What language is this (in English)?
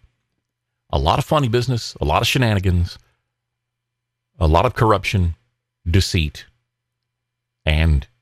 English